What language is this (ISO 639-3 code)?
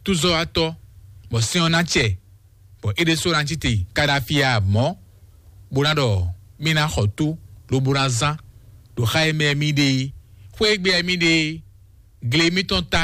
fon